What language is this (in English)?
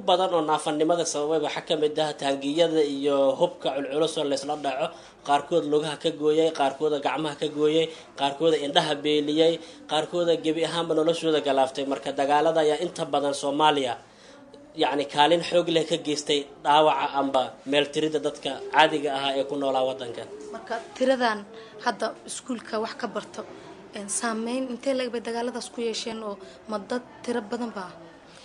Somali